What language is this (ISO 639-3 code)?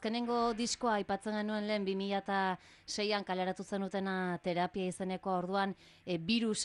eus